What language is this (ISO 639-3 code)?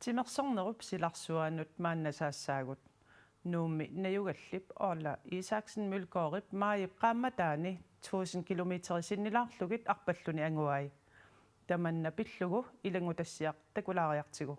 kal